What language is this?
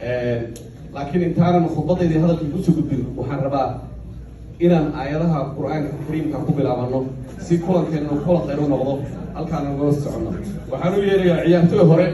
Somali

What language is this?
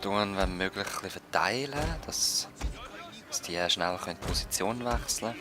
Swiss German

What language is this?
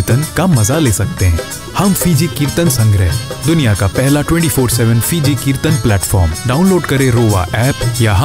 Hindi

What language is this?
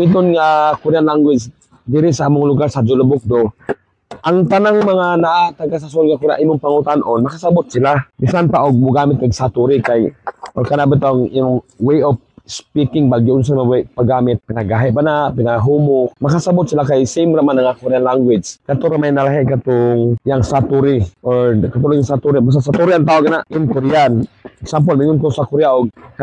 Cebuano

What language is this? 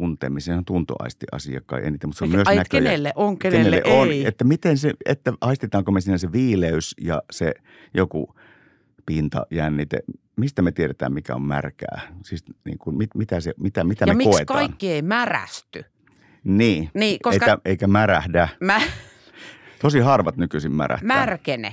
Finnish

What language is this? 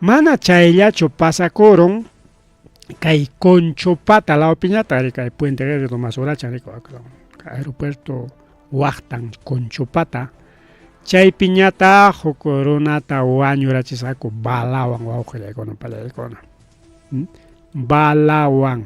Ayacucho Quechua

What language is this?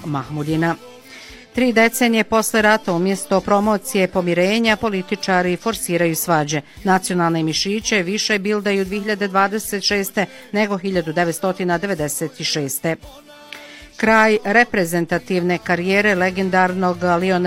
Bosnian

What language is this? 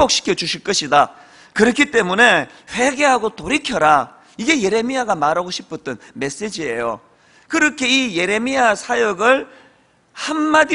Korean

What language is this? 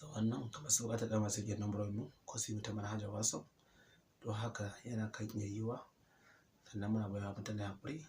Hausa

